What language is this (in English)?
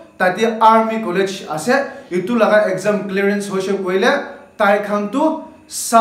Naga Pidgin